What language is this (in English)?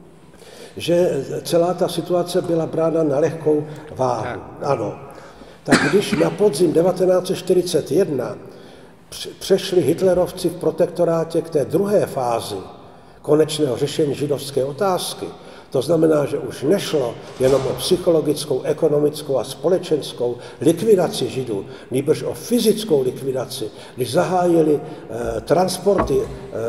Czech